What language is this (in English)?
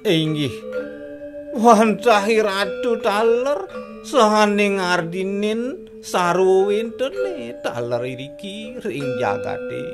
Balinese